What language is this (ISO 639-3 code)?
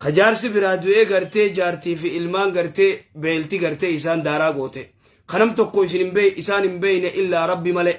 orm